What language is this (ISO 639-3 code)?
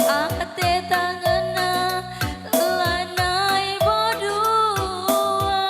btx